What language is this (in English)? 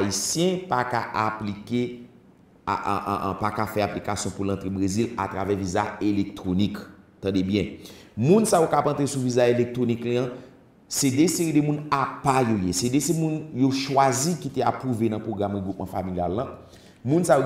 Haitian Creole